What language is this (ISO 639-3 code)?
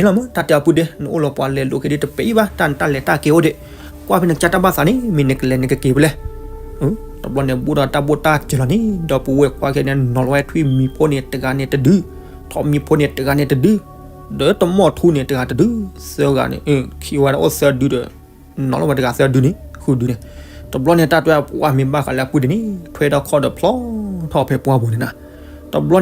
ksw